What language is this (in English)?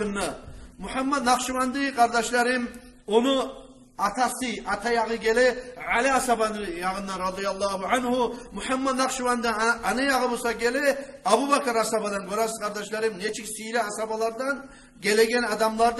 Kumyk